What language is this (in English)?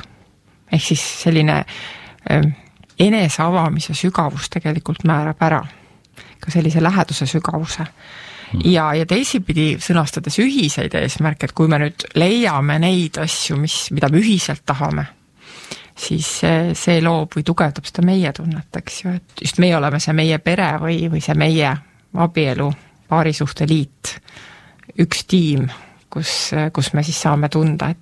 Estonian